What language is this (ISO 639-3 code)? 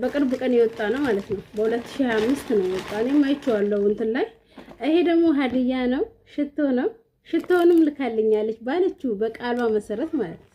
amh